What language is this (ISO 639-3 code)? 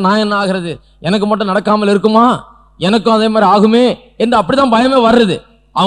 tam